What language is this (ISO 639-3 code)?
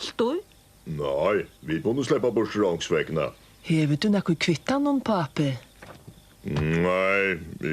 fao